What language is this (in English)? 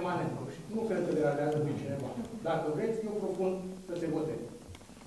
Romanian